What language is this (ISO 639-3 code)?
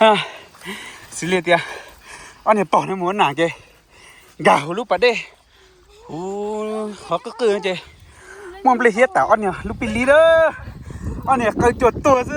hmn